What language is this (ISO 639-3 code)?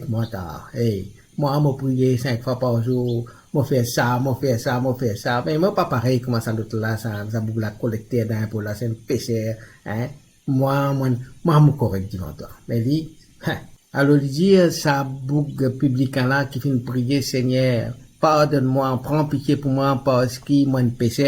mfe